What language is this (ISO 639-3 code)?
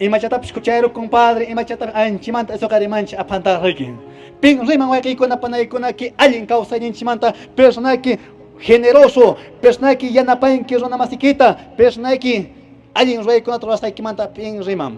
que